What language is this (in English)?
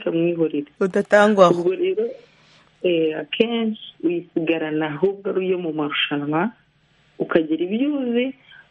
Kinyarwanda